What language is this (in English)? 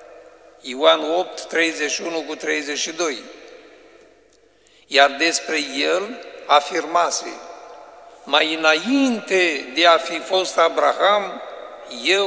Romanian